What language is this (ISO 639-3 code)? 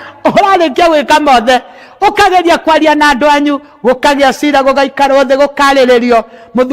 kik